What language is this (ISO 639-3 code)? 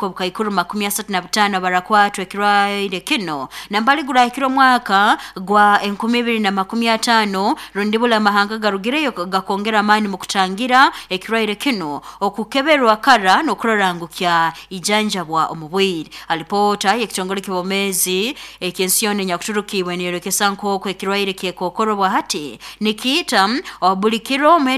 nyo